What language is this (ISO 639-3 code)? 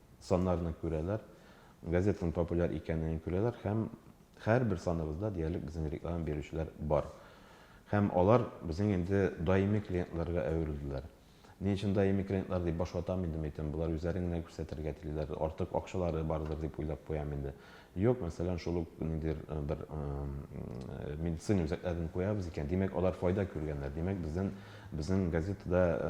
tat